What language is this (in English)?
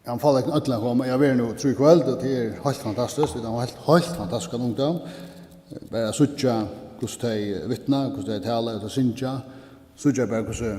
Faroese